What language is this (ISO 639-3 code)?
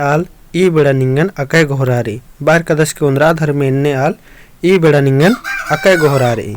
kru